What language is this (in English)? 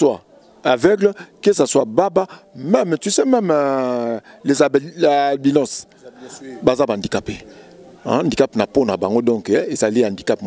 Lingala